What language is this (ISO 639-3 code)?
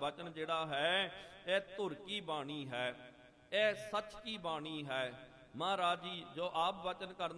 pan